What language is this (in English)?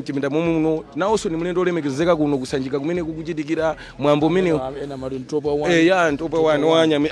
Nyanja